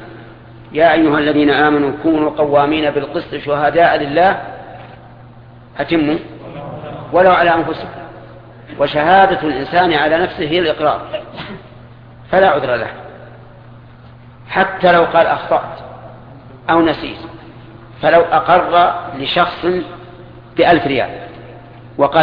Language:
Arabic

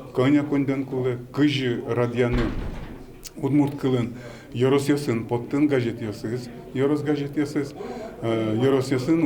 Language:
Udmurt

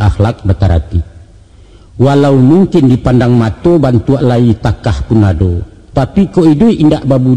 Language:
Minangkabau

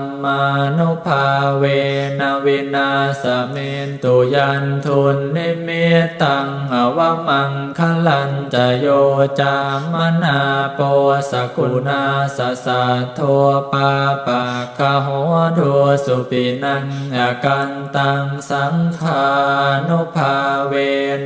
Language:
Pali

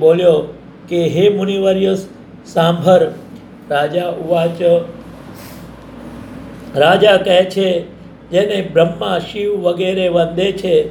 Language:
Gujarati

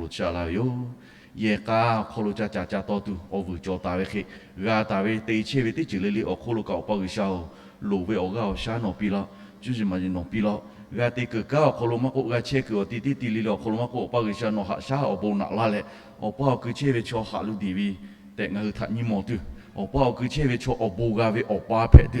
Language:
Lahu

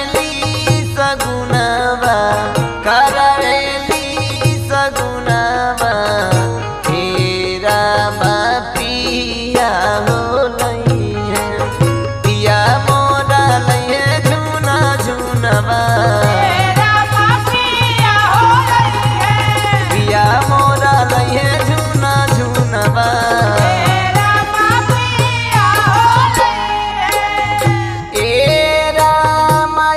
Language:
Bhojpuri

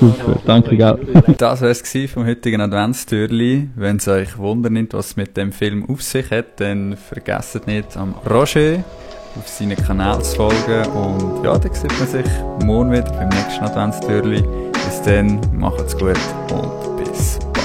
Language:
Swiss German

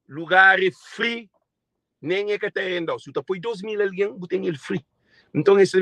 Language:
Kabuverdianu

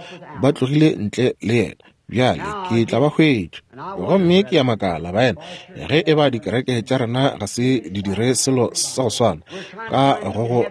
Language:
Northern Sotho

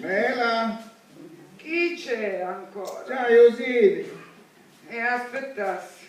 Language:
Sicilian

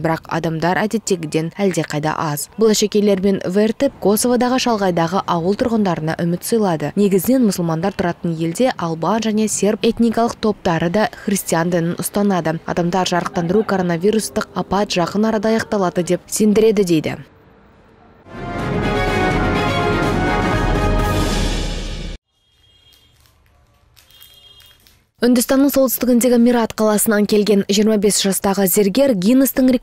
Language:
Kazakh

